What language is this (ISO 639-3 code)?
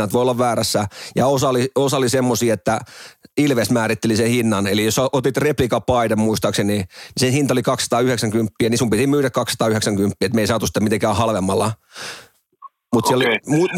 fin